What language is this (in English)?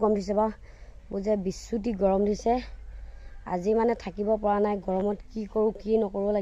Assamese